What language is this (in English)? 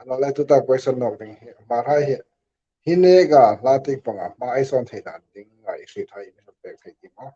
Hmar